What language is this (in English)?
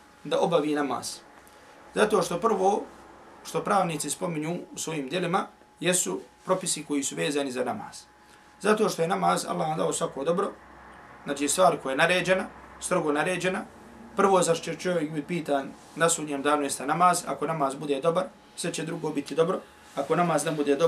Bosnian